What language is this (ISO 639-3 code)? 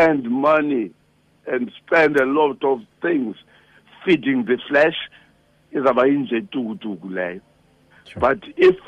xho